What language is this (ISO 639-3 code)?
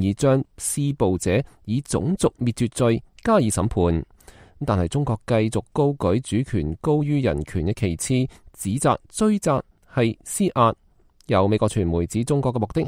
yue